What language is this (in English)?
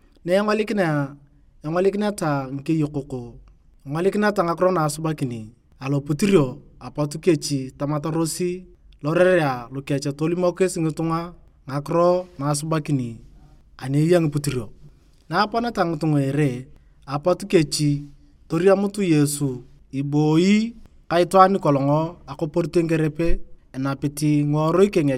Turkana